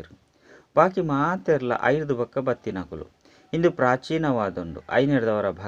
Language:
Tulu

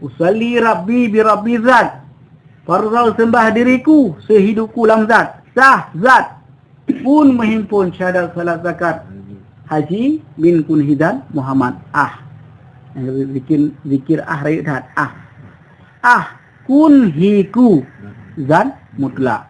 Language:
Achinese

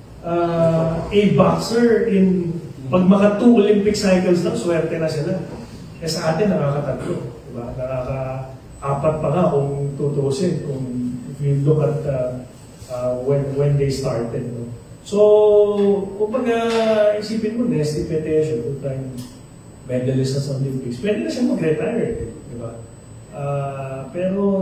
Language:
Filipino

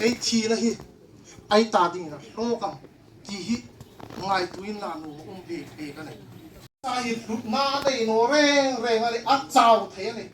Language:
Hmar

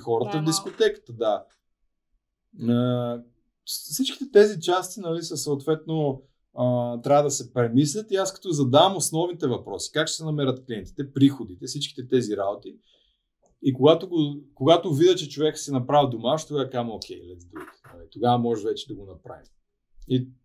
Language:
Bulgarian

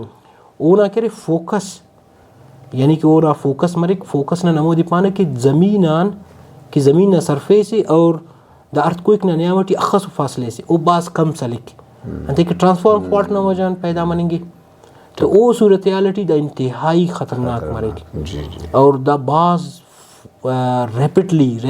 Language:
Brahui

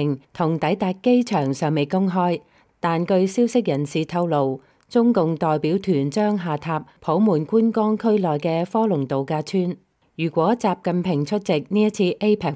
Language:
Cantonese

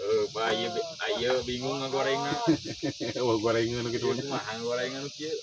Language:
Sundanese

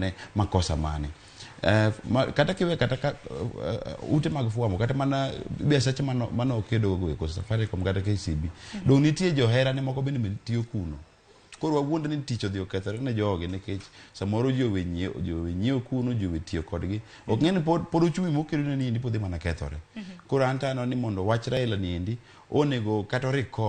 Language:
Luo (Kenya and Tanzania)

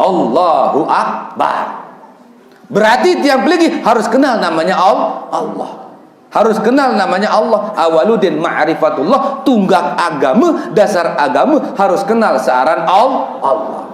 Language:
Sasak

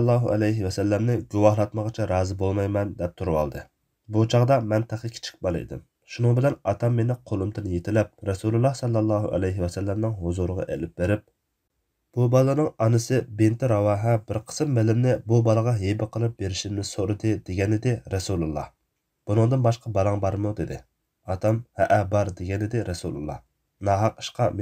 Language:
Uyghur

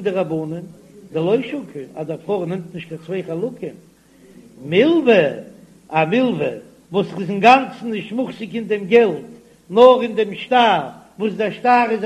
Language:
Yiddish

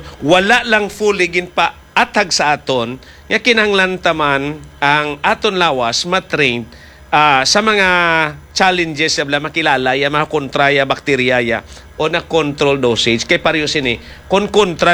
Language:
Hiligaynon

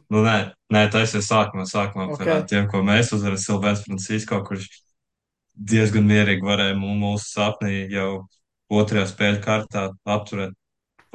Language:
Latvian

